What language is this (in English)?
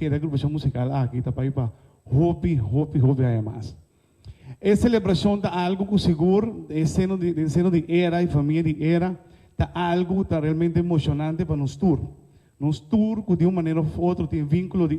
Papiamento